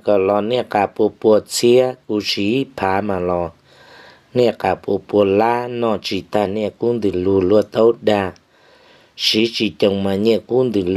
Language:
Hmong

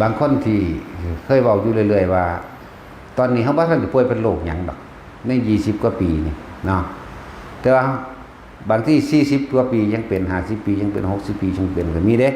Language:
Northeastern Thai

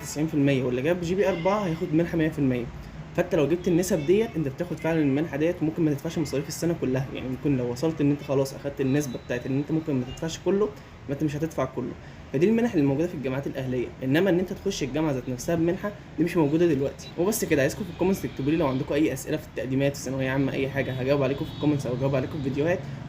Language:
Egyptian Arabic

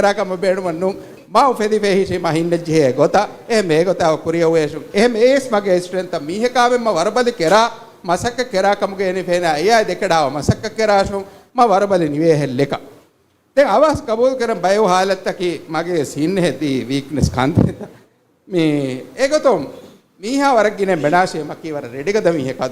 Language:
Divehi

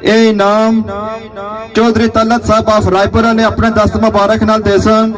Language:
Pahari-Potwari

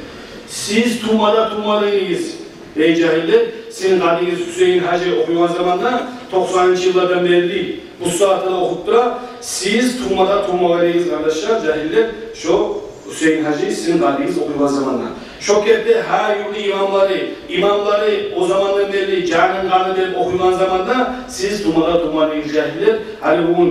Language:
Kumyk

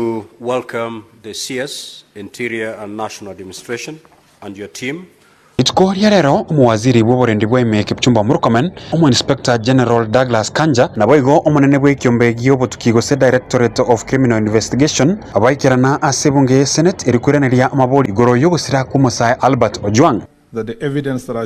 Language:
Gusii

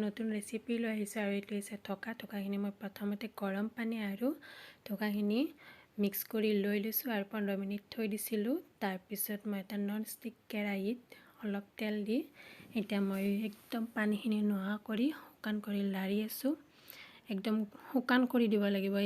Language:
Assamese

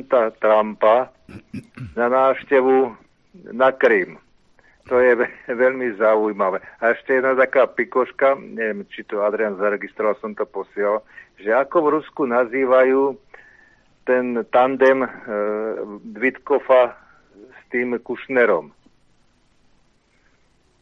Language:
Slovak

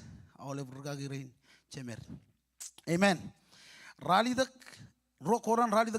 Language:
Marshallese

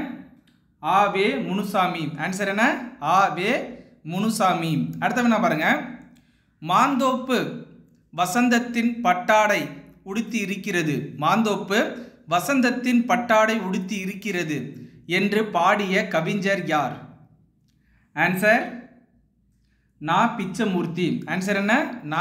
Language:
Tamil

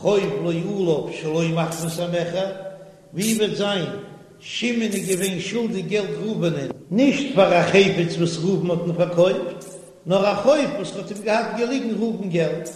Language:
Yiddish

